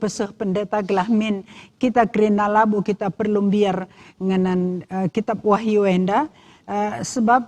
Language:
Batak Karo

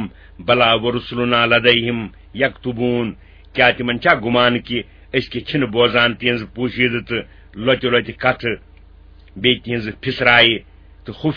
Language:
Kashmiri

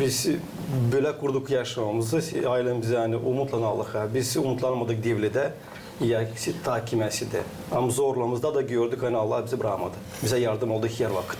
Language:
Gagauz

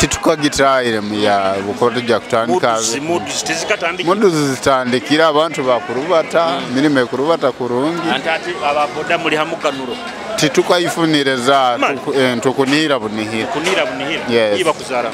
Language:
Nyoro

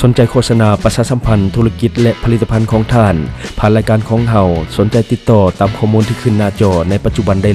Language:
Lao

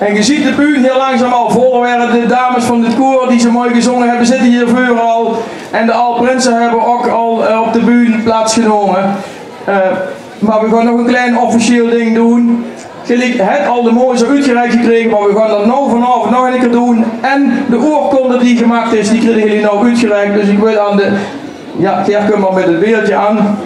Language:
Limburgish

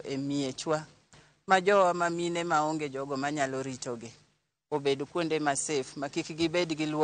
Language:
Luo (Kenya and Tanzania)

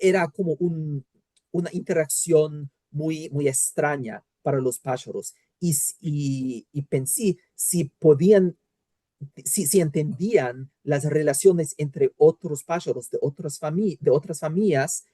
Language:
Ladino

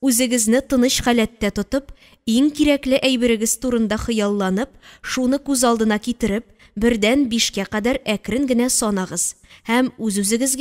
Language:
Tatar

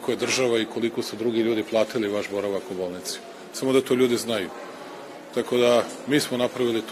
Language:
Serbian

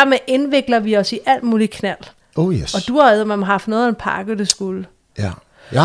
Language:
Danish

